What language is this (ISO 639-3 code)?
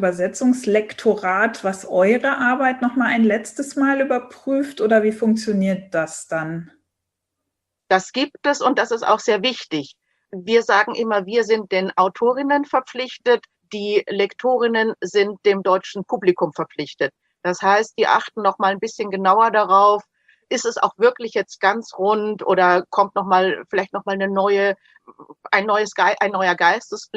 deu